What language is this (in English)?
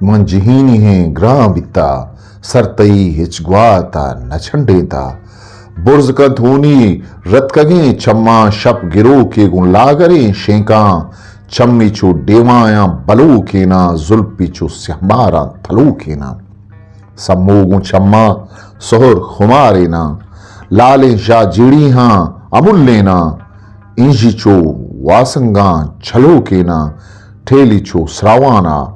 Eastern Balochi